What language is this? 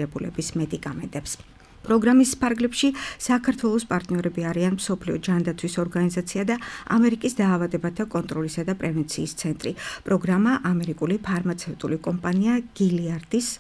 Georgian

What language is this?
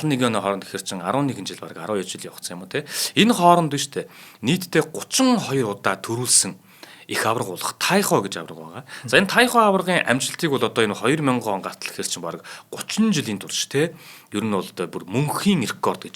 Mongolian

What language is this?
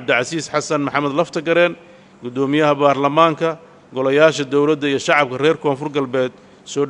Somali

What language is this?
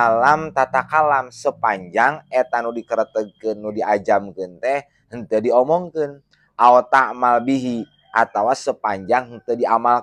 Sundanese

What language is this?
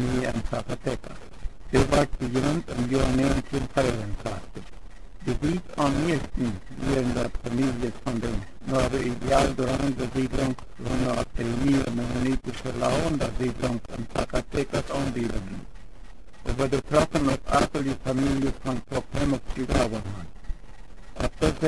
Plautdietsch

